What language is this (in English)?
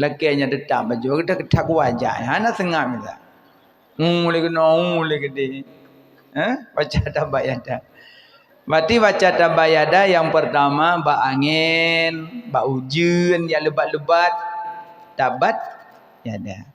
Achinese